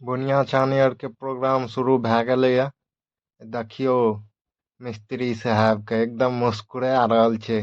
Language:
Maithili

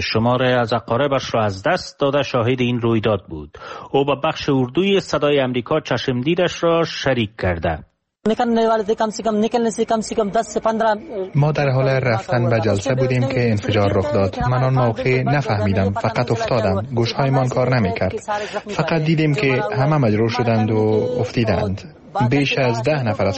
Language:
Persian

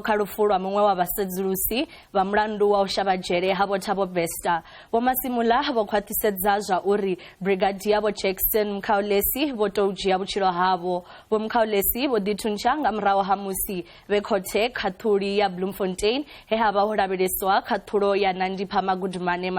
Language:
Venda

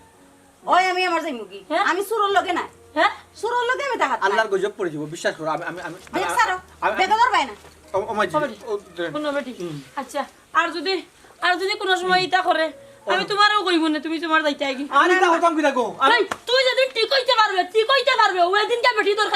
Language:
Sylheti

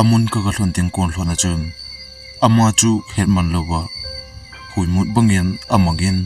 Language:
Thado Chin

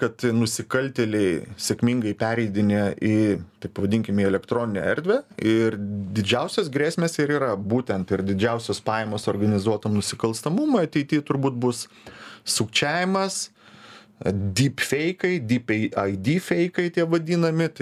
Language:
Lithuanian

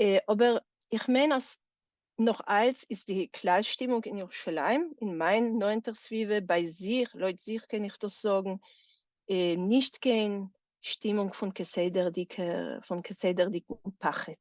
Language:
Yiddish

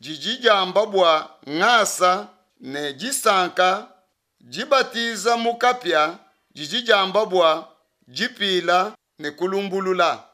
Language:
Luba-Lulua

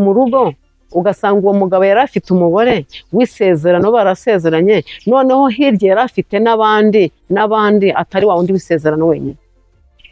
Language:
Kinyarwanda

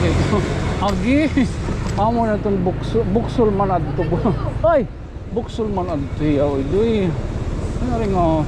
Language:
Waray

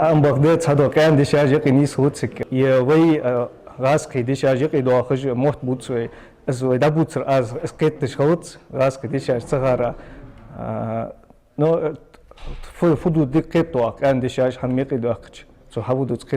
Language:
Ingush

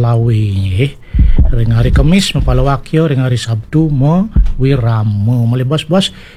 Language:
Balinese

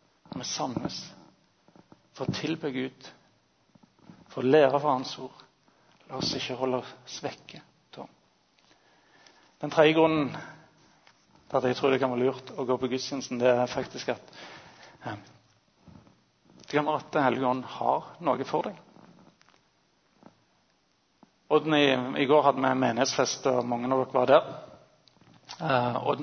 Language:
Norwegian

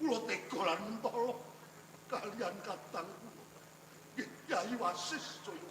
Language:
Javanese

